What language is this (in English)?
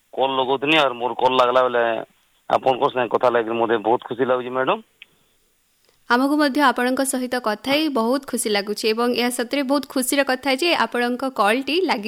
Odia